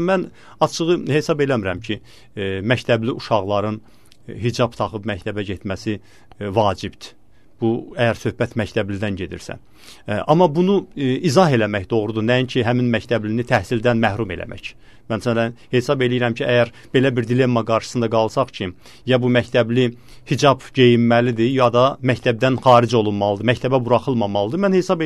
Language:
Azerbaijani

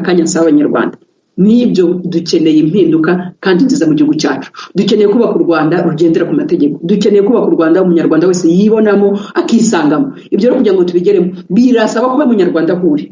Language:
Kinyarwanda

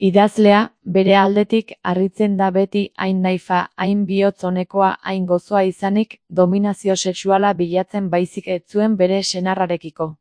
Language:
Basque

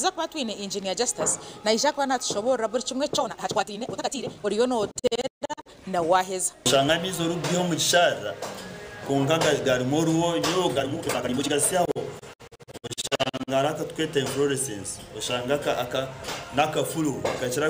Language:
Nyankole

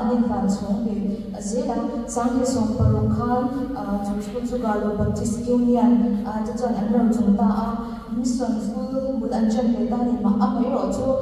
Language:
Mizo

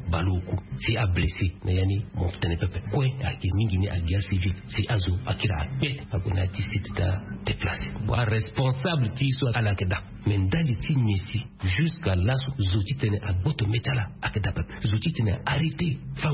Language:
Sango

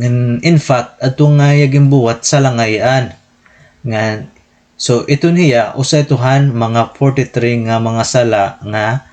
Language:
Waray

